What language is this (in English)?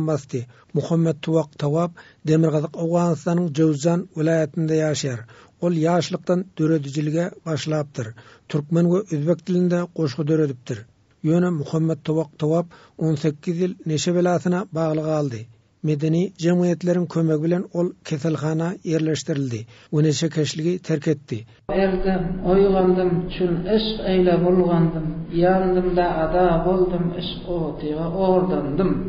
Turkmen